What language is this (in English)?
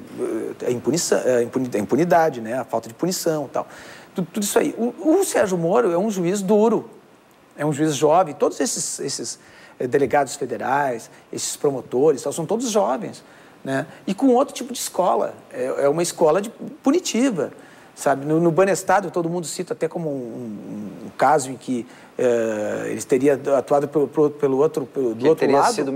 Portuguese